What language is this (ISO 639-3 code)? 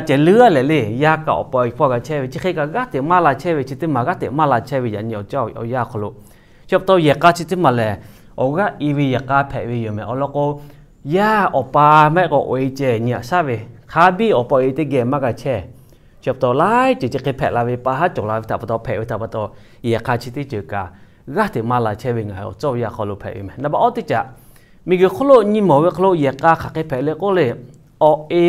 lhu